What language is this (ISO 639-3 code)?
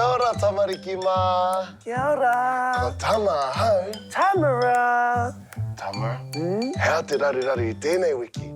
mri